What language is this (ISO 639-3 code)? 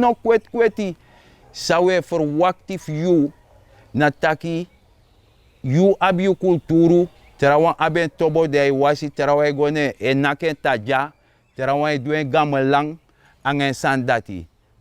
srn